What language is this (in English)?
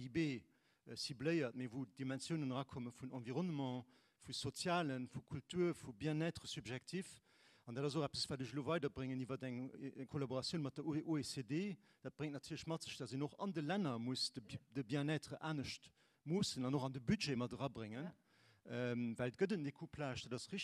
Luxembourgish